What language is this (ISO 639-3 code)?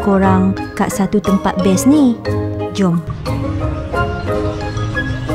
msa